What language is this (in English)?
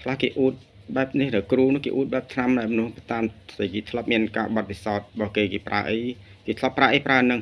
Khmer